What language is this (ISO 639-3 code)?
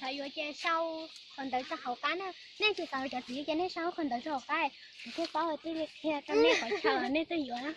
hmn